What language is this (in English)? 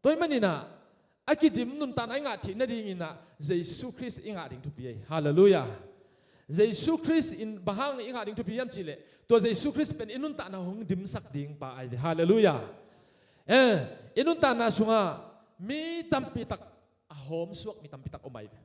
Tedim Chin